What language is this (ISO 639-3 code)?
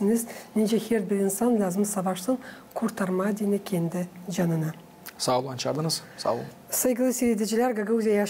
gag